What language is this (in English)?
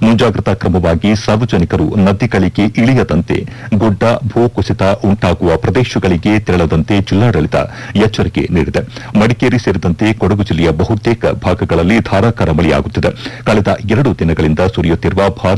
Kannada